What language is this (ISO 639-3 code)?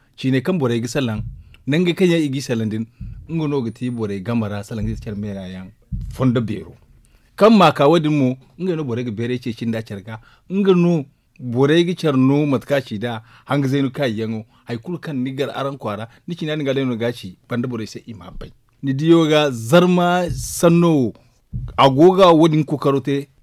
dje